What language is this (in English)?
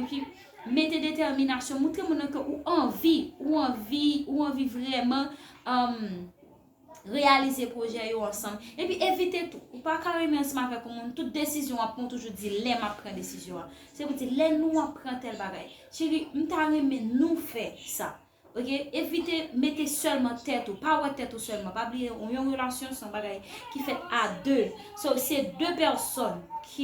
Haitian Creole